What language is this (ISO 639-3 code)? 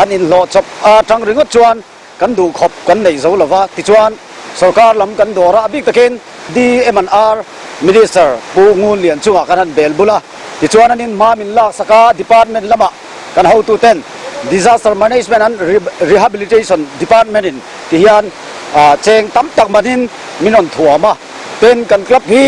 lus